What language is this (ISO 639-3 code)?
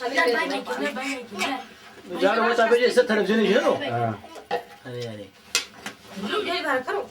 kur